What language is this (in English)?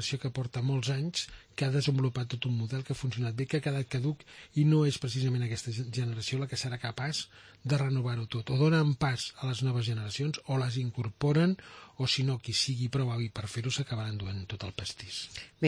Catalan